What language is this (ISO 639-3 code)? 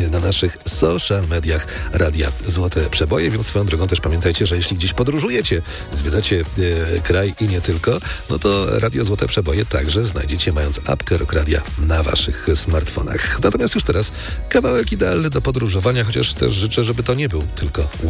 pol